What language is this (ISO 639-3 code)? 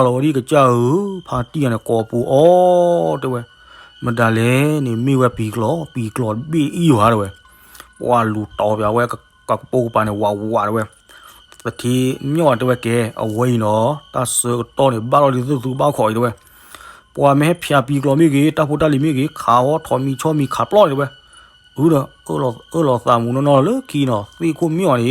ksw